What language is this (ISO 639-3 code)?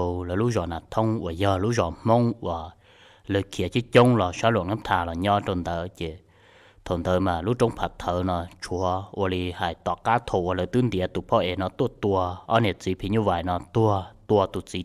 hmn